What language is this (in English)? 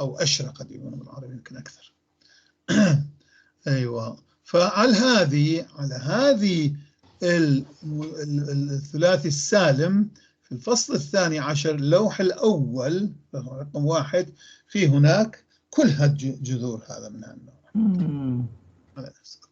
North Levantine Arabic